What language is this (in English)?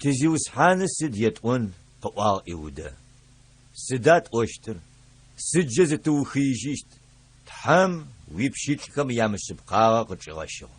Adyghe